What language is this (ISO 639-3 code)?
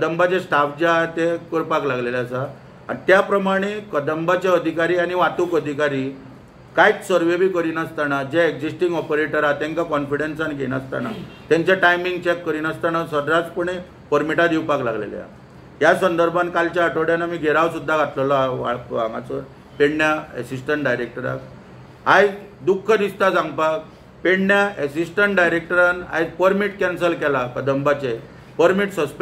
kok